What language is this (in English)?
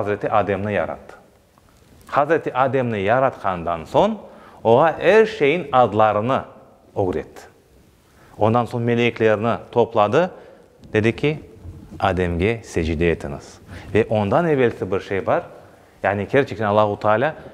Crimean Tatar